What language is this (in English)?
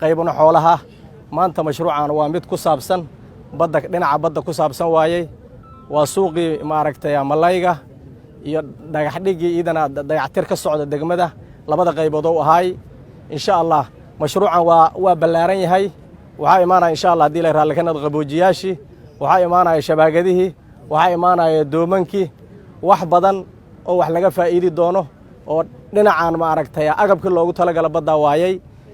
Somali